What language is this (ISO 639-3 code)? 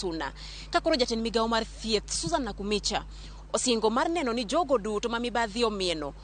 luo